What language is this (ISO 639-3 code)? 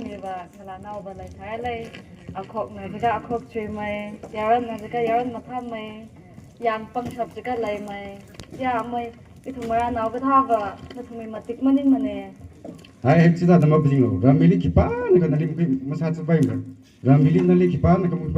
nmf